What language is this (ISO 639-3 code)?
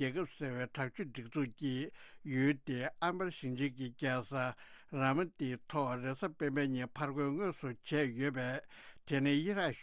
bod